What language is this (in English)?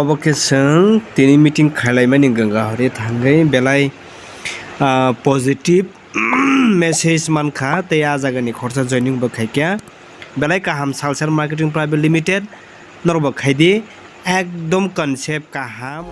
Kok Borok